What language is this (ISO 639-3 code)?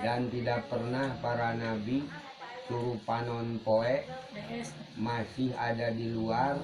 sun